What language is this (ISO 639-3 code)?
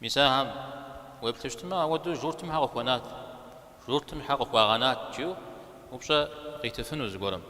kbd